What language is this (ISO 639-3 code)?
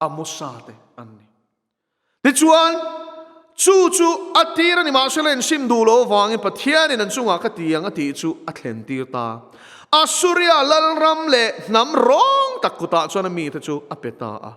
lus